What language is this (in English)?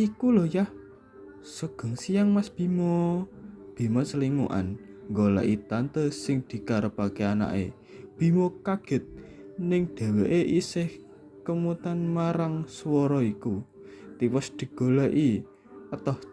Javanese